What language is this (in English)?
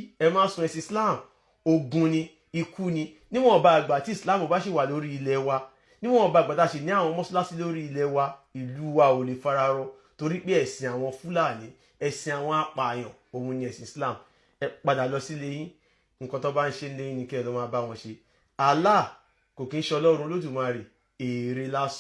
Yoruba